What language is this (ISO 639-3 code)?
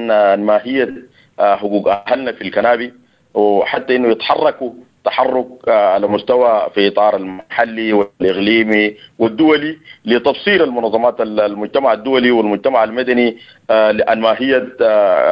apd